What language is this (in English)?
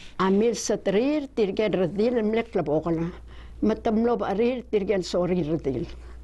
Palauan